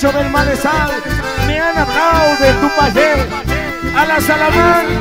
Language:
Spanish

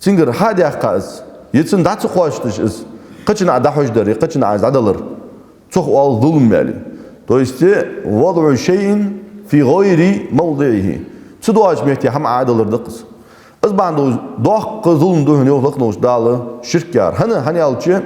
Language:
Ingush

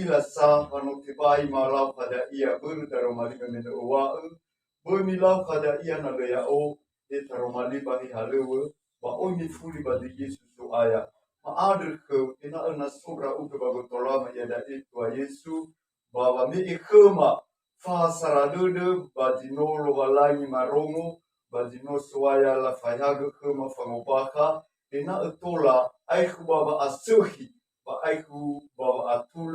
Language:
Nias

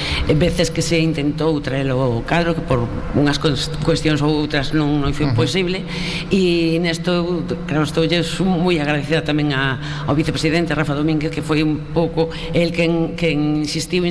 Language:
Galician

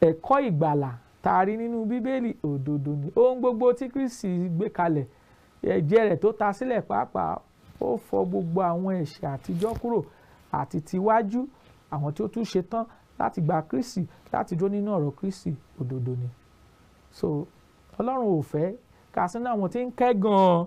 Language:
Yoruba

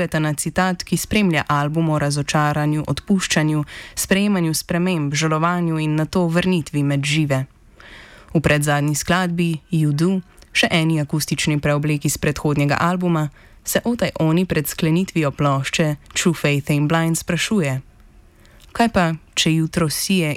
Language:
Slovenian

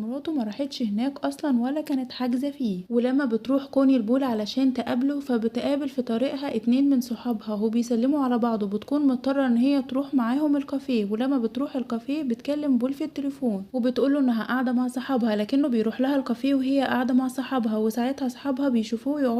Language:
Egyptian Arabic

